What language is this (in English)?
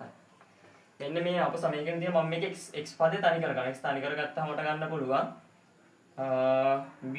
Sinhala